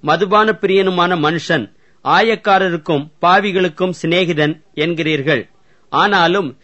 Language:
Tamil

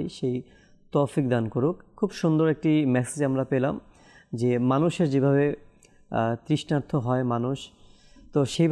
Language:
Bangla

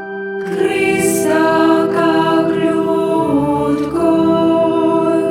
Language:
Konkani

